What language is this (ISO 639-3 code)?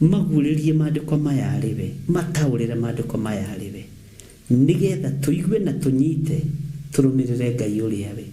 kik